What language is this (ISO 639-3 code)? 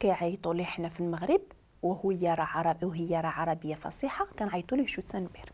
ary